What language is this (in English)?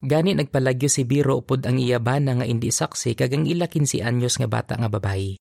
Hiligaynon